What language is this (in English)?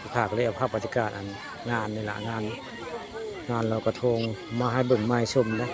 Northeastern Thai